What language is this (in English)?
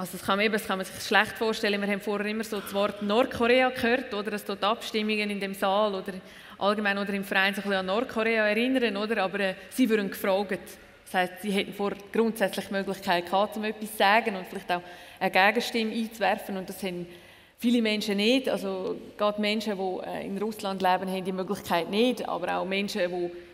German